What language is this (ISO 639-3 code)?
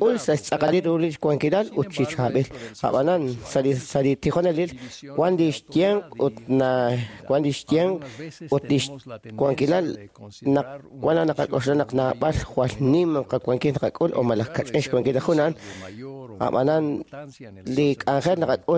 kek